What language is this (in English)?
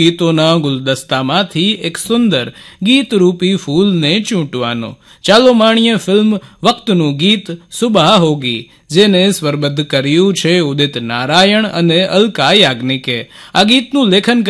Gujarati